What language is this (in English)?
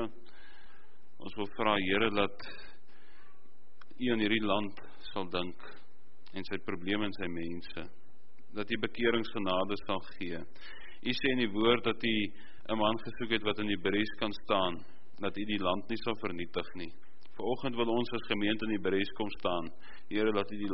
Afrikaans